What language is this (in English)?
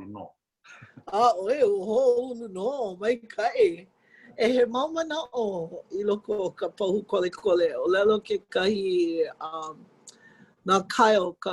Hawaiian